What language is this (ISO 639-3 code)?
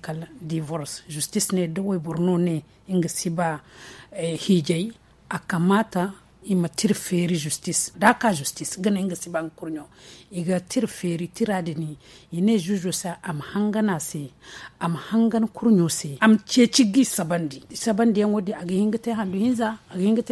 dje